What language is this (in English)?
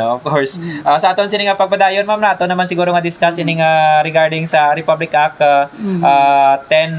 Hiligaynon